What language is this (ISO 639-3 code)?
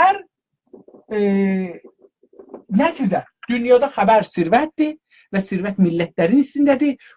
azb